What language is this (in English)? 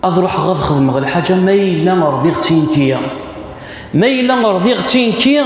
Kabyle